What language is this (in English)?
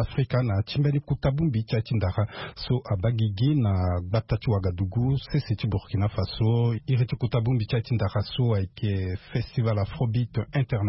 Sango